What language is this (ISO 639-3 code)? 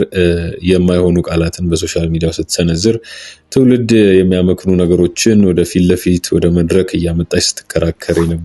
amh